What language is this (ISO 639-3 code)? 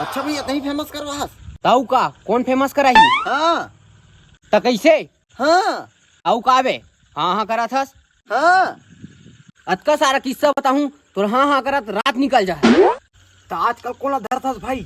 hne